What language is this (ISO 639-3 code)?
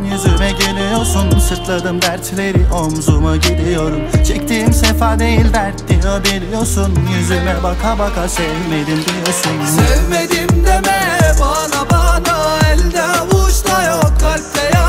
tur